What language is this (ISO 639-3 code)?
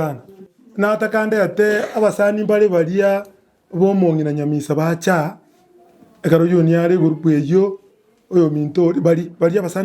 guz